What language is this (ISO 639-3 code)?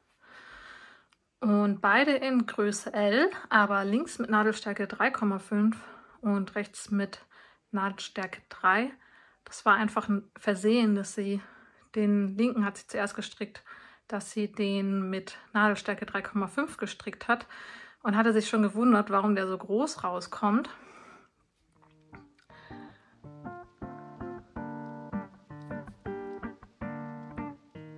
deu